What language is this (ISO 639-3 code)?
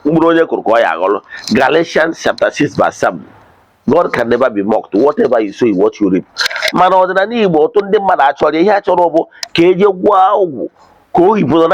ibo